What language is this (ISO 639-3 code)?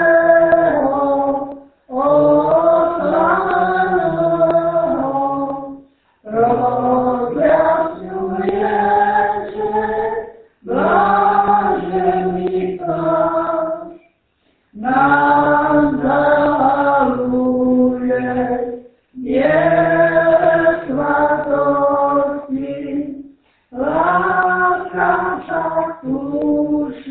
ces